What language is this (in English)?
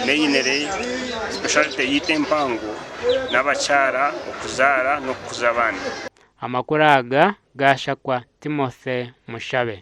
Nyankole